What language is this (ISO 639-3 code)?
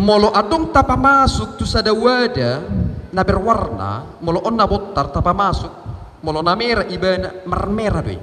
bbc